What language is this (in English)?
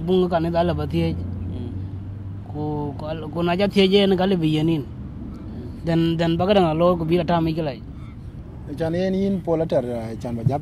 Dinka